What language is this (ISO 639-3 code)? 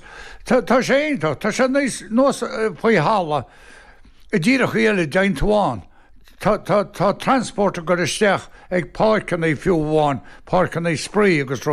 gle